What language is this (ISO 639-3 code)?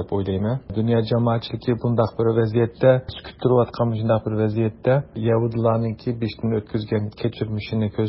uig